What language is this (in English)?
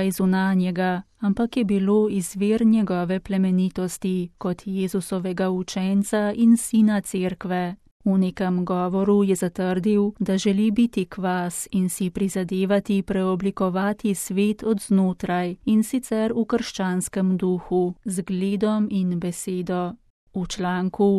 Slovenian